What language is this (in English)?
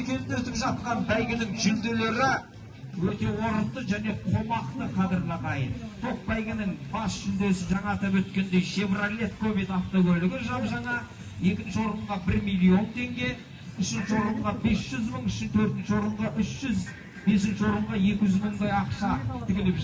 Kazakh